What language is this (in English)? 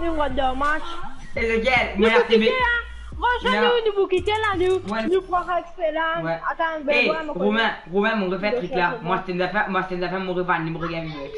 Morisyen